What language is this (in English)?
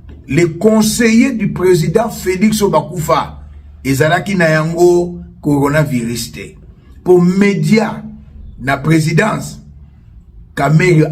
Lingala